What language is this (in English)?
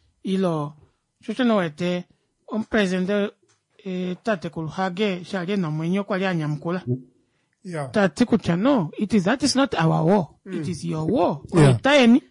Kuanyama